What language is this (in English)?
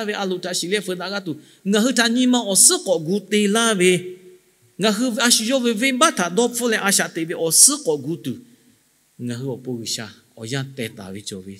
Lahu